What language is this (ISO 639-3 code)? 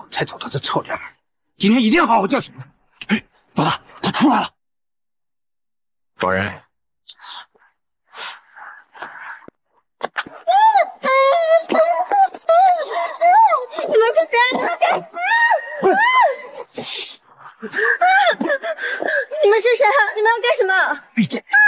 zho